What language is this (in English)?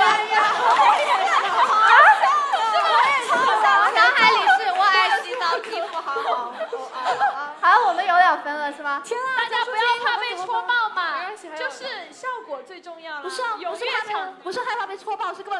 Chinese